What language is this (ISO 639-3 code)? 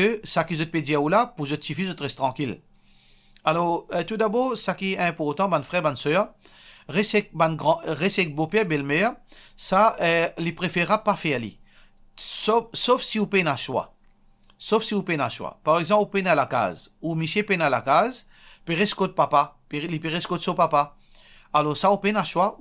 mfe